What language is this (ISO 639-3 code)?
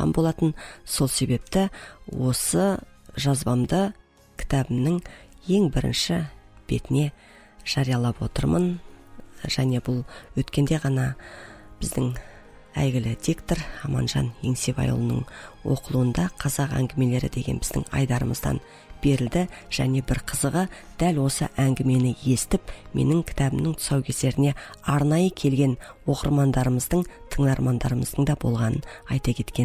kaz